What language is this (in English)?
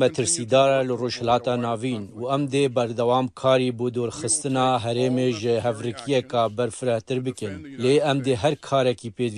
Kurdish